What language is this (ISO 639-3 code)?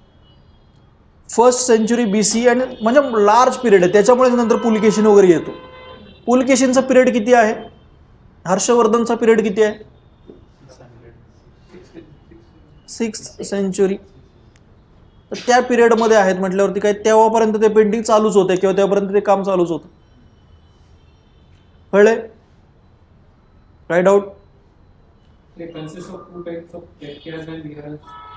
mar